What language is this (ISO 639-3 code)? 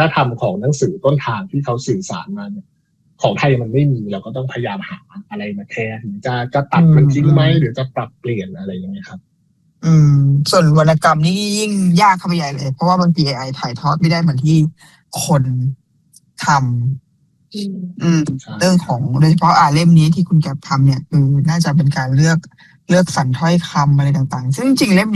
tha